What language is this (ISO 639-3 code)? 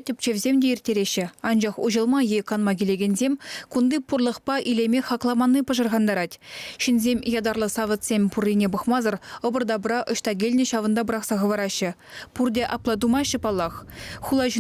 chv